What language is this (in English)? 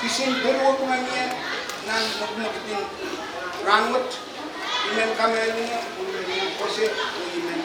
Pohnpeian